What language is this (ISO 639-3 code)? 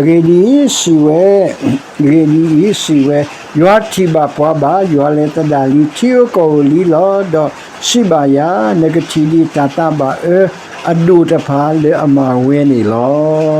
ksw